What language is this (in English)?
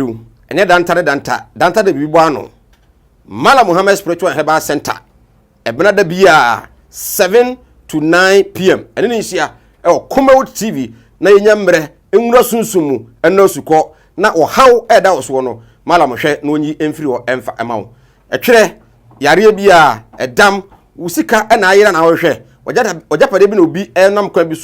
Akan